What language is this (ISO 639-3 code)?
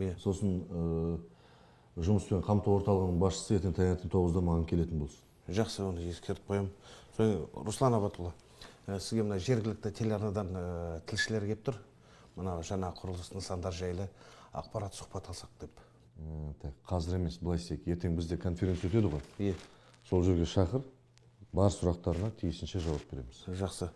kaz